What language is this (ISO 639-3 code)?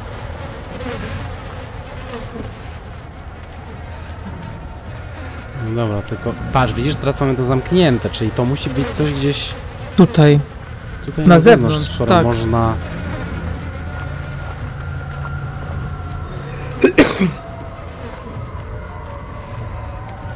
pol